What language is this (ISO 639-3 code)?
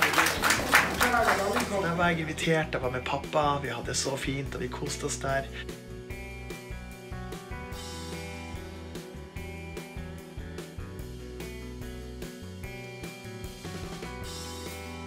nor